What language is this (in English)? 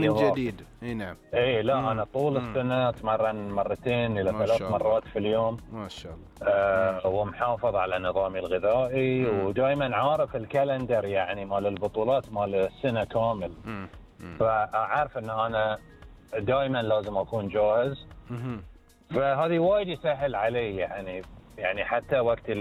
Gulf Arabic